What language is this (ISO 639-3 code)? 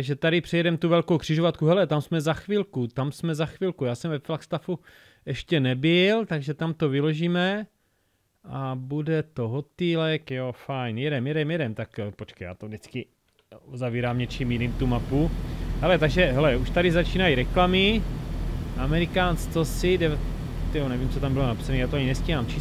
ces